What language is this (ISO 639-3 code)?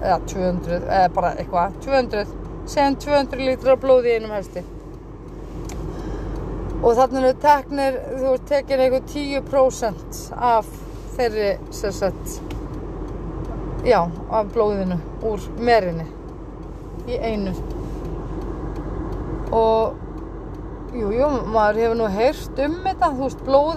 isl